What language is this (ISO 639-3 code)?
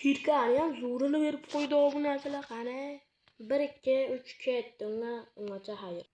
uzb